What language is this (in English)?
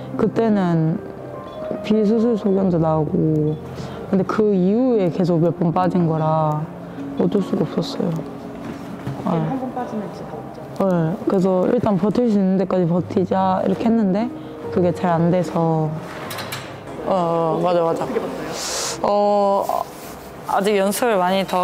Korean